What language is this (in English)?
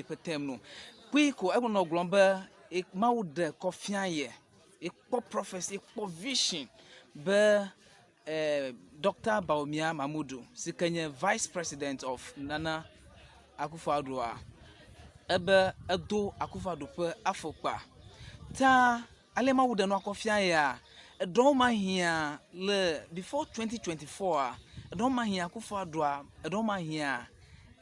Ewe